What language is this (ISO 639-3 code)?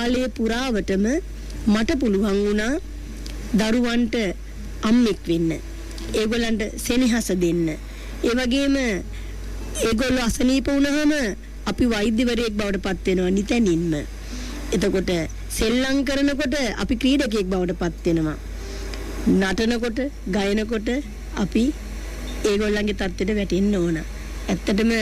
sin